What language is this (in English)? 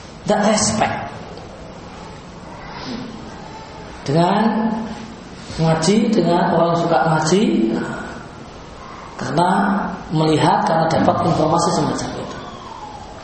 Indonesian